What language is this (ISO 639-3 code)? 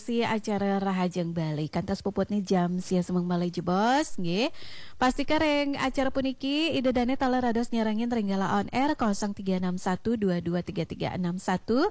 ban